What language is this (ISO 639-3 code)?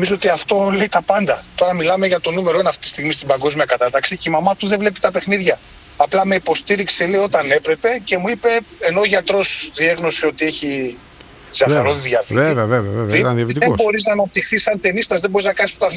ell